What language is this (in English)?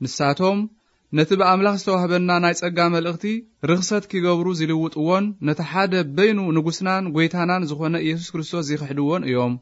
Tigrinya